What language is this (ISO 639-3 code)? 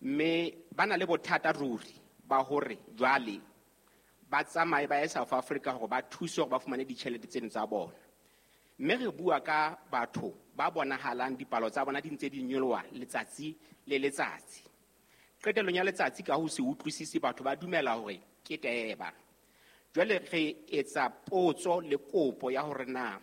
sot